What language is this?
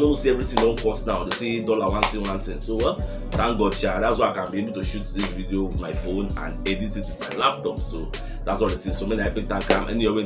Nigerian Pidgin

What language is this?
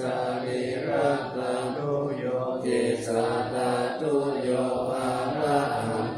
Pali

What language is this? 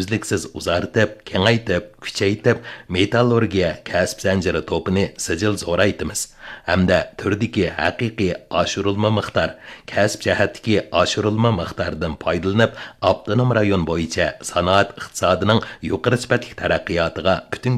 Uyghur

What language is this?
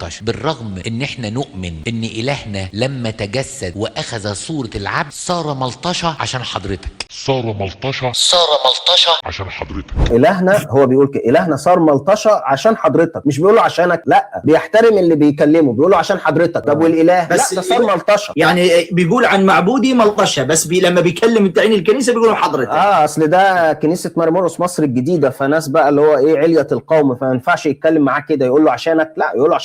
Egyptian Arabic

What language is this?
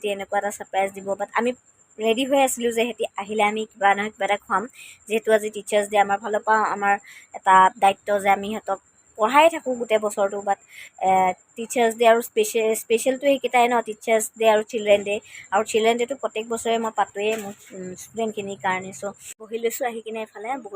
Assamese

